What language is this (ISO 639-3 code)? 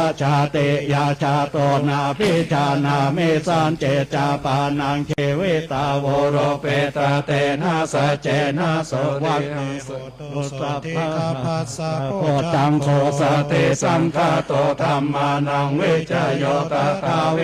pli